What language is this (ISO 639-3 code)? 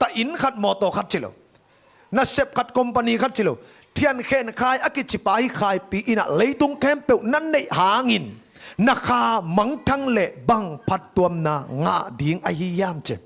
ctd